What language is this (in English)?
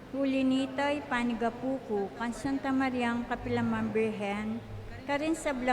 Pampanga